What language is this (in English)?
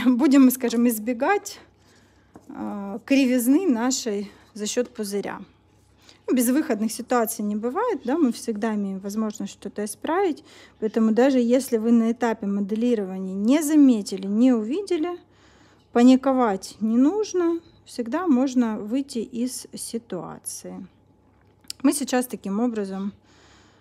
Russian